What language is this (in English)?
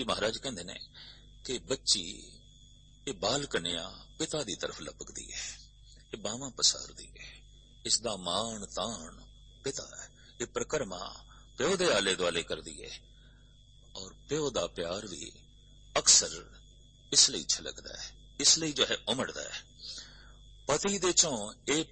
Punjabi